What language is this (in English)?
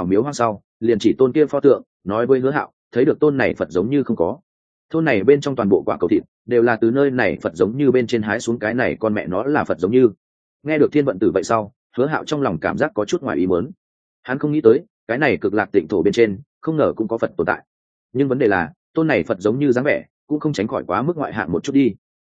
Vietnamese